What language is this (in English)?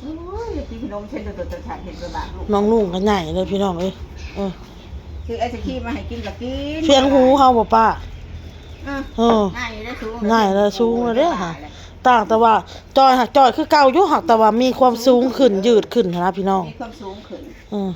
Northeastern Thai